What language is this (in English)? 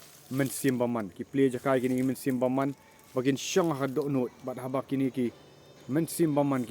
Khasi